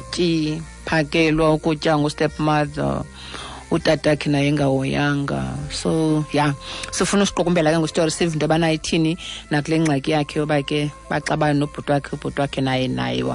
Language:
Xhosa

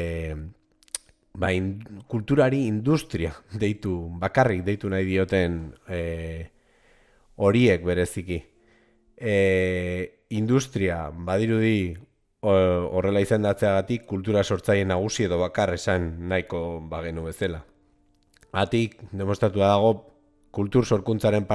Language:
Basque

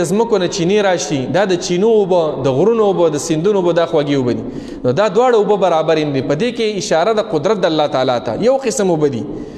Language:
Pashto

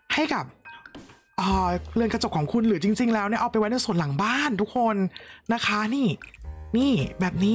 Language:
Thai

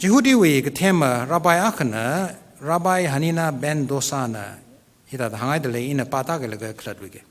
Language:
Tangkhul Naga (India)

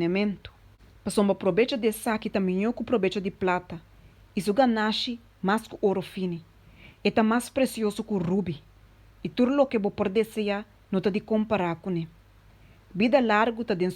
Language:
Papiamento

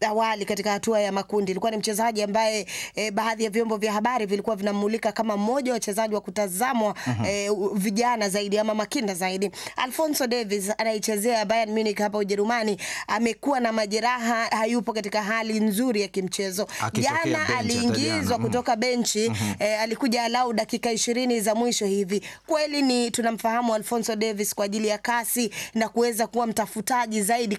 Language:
Swahili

